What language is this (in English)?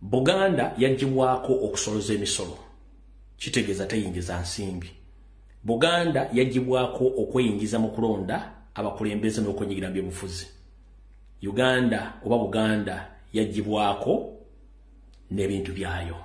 Ganda